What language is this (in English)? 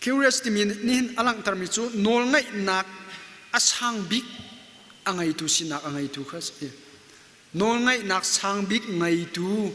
Hakha Chin